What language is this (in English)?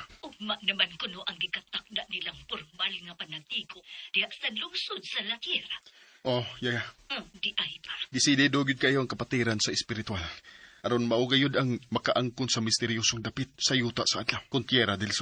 Cebuano